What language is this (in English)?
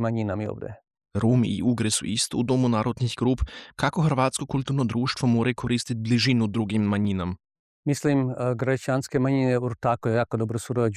Croatian